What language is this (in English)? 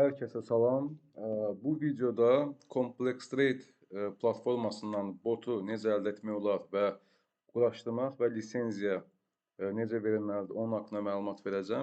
Azerbaijani